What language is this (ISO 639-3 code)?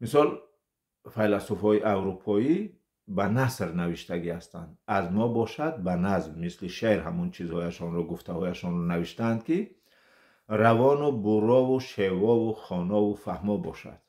tgk